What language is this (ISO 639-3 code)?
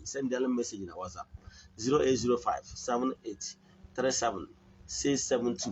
ibo